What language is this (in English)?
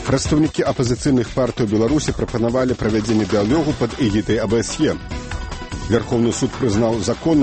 Belarusian